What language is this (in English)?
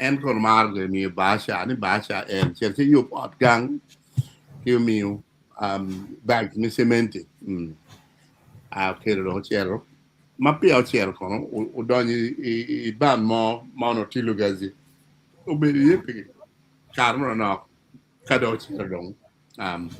Acoli